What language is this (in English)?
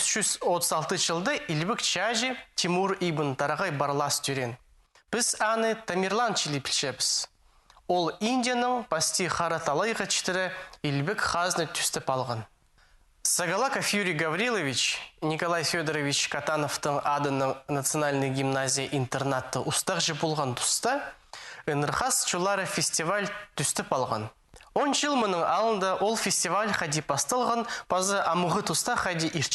Khakas